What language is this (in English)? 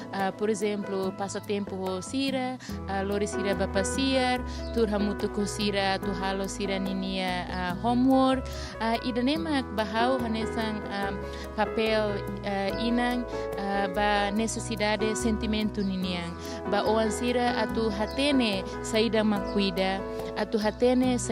Tetum